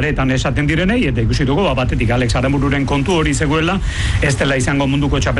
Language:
Basque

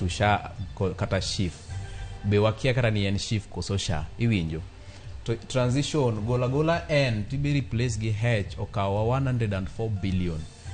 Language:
Luo (Kenya and Tanzania)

